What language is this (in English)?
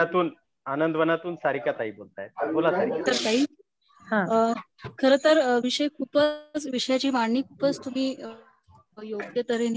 Marathi